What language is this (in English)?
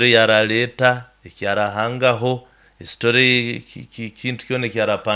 Nyoro